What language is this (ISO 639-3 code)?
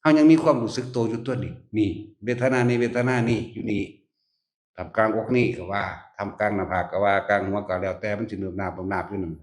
tts